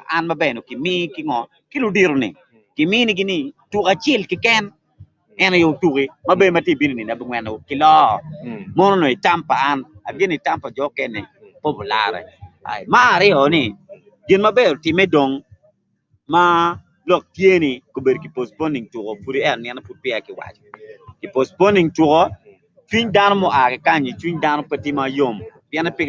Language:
Acoli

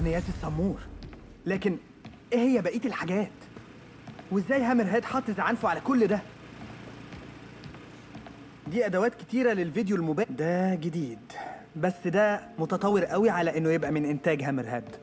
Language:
Egyptian Arabic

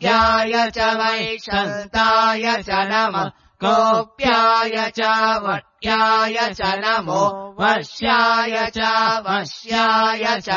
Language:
Sanskrit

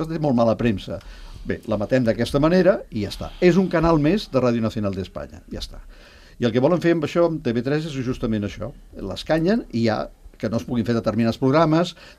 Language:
Catalan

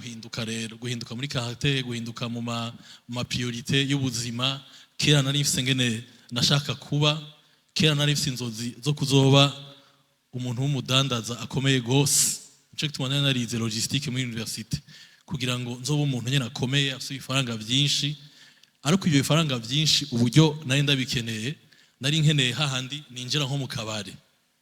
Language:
Rundi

